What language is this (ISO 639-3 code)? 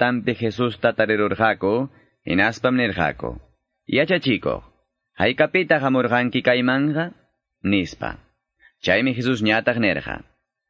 que